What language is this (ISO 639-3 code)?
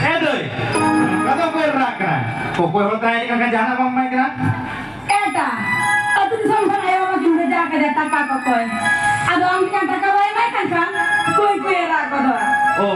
sat